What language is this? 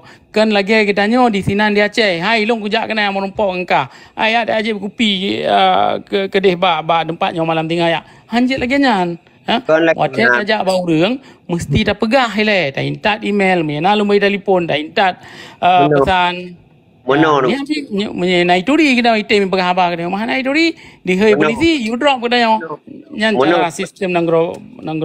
Achinese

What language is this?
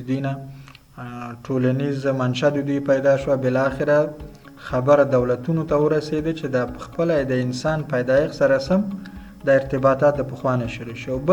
Pashto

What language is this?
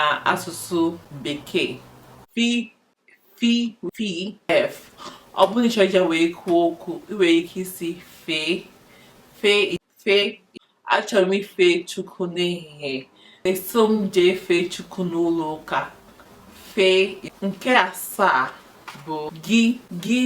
Igbo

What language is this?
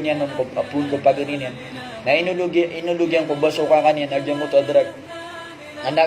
Maranao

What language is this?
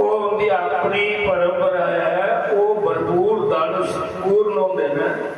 Dogri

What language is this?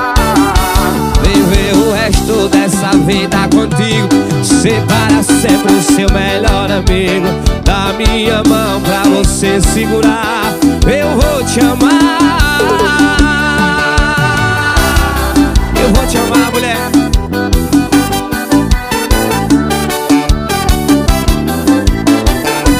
Portuguese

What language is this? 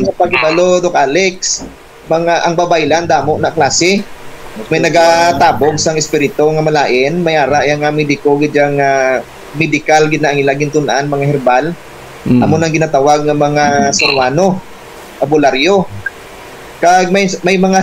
Hiligaynon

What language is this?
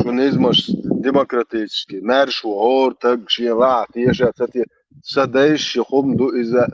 Chechen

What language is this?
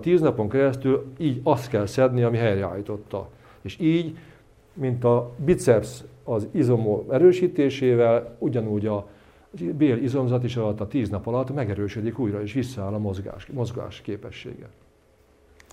Hungarian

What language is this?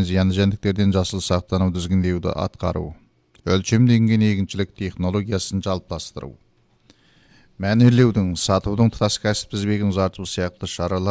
Kazakh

